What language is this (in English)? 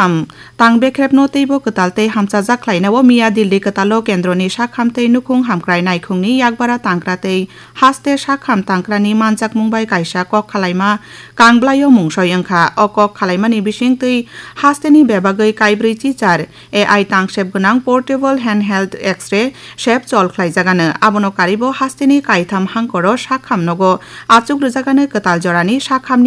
Kok Borok